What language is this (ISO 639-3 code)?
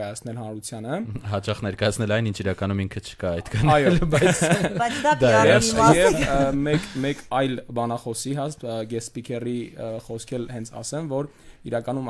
hye